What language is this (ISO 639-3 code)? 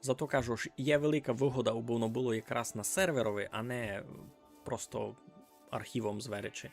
rue